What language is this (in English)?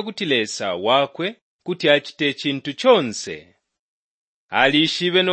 Bemba